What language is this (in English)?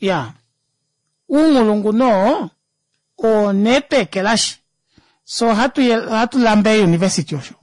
Kuanyama